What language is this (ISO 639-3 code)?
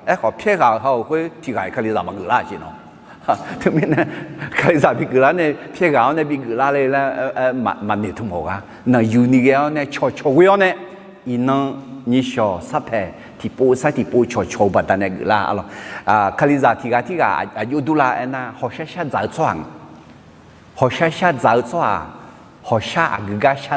ahk